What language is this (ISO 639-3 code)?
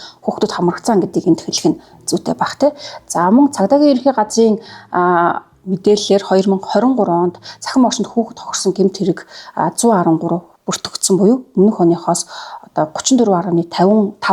mon